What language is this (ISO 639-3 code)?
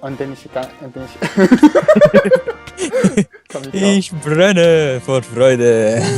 gsw